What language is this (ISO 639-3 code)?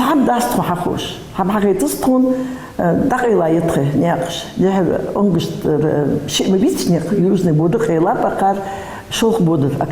inh